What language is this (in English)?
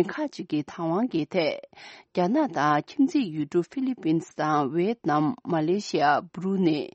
Tibetan